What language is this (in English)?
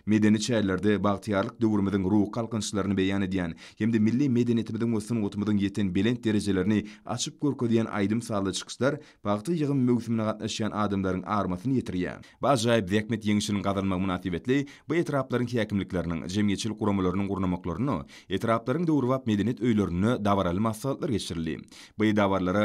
Turkmen